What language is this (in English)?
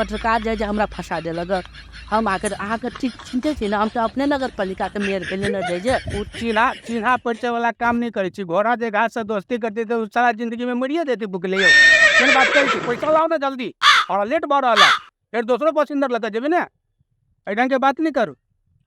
Maithili